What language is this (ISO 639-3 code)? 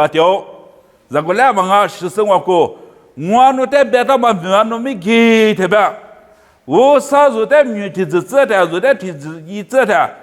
lis